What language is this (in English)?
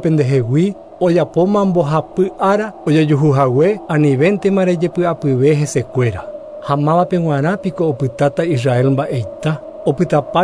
Guarani